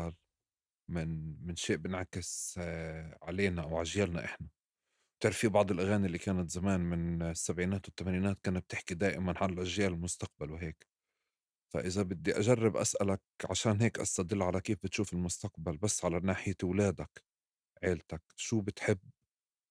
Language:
North Levantine Arabic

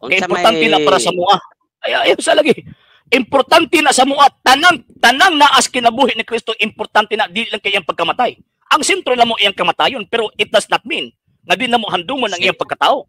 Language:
Cebuano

